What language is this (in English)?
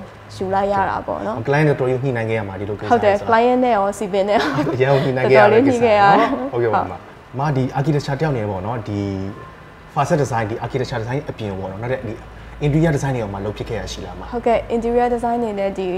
Burmese